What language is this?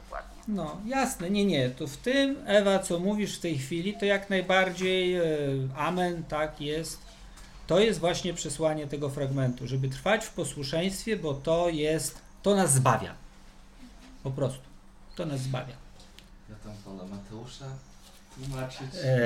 Polish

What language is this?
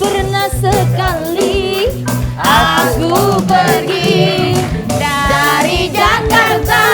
Musi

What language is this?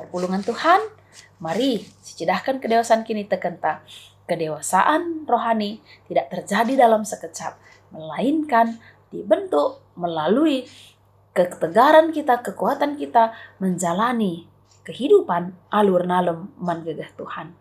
Batak Karo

